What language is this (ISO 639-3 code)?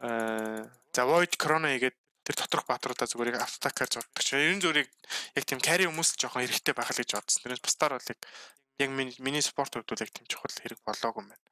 mon